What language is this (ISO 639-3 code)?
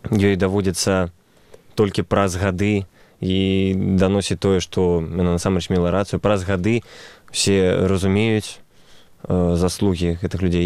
bel